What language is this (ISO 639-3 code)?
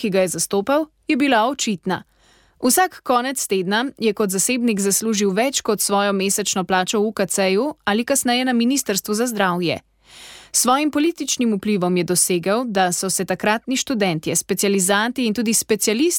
slv